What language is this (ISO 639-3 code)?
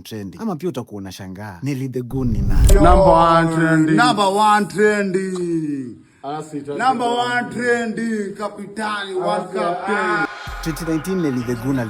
swa